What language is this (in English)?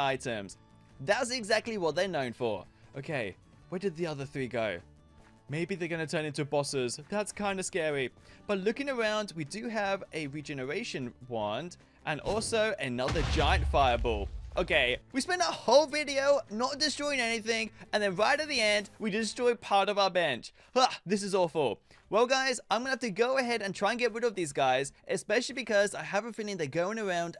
English